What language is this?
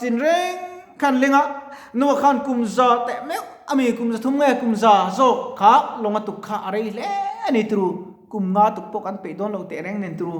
Mizo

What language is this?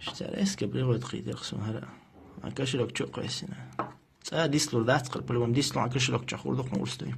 Chechen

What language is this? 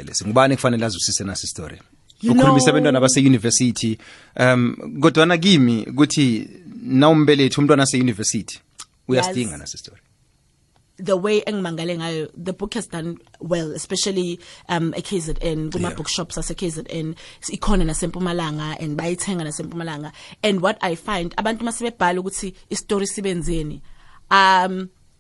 South Ndebele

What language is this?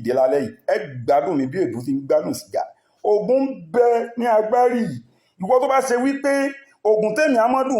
Yoruba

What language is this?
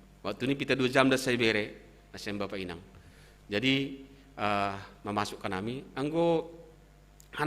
Batak Simalungun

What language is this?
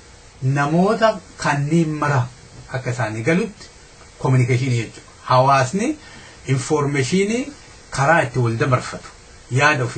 Oromo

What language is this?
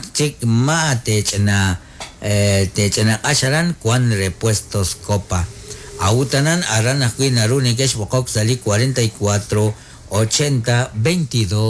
Kekchí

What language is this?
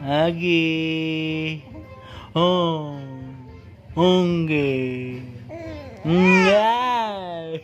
Betawi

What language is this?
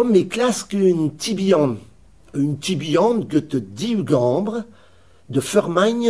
Breton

